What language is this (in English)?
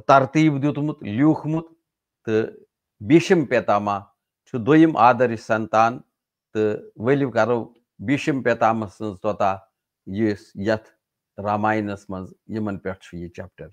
Kashmiri